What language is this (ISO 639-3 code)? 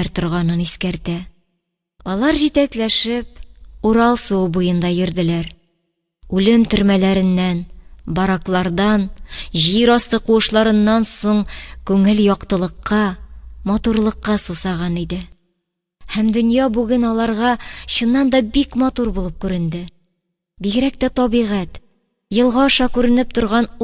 tat